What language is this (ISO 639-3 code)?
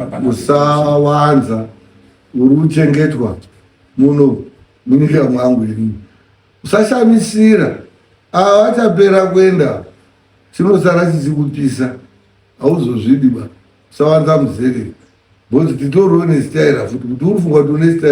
sna